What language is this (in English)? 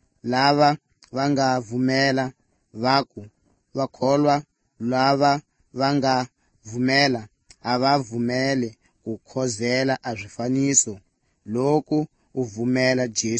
Slovenian